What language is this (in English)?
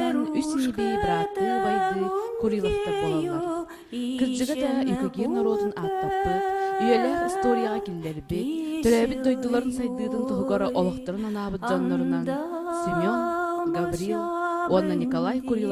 Yakut